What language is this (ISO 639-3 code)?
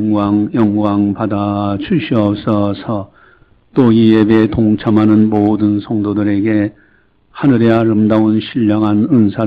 kor